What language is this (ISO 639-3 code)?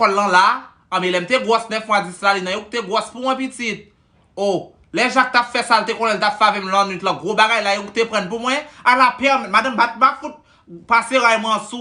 hat